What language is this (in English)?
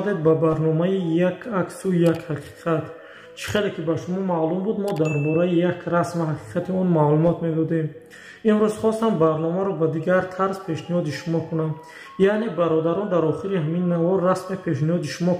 Tajik